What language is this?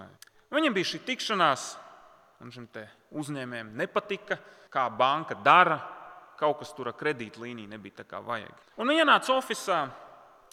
Latvian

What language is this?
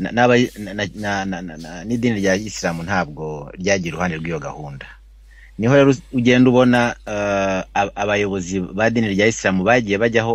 Kinyarwanda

